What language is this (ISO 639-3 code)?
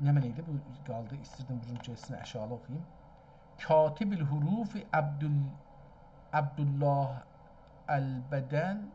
azb